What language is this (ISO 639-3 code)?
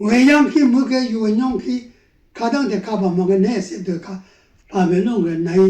raw